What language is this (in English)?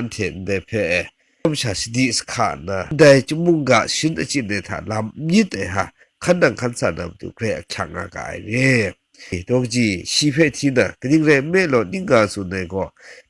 Kachin